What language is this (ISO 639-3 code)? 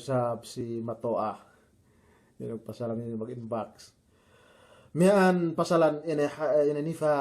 yka